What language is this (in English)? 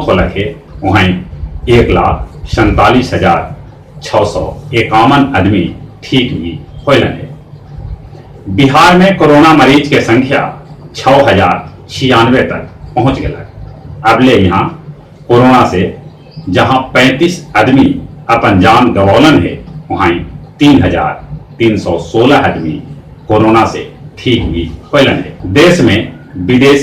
Magahi